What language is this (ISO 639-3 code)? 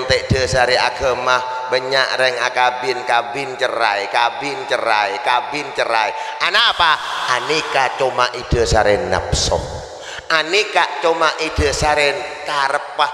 mad